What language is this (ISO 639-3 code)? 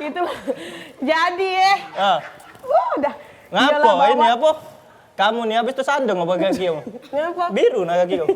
mui